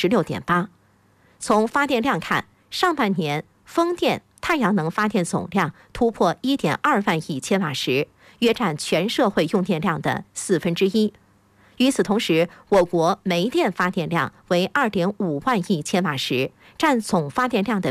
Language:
Chinese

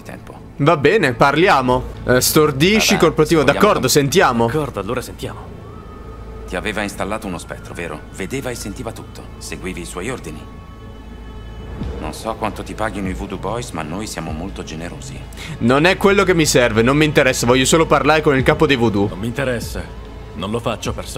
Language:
Italian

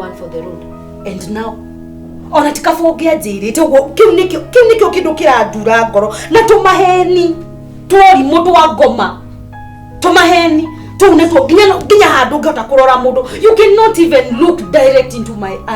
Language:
Kikuyu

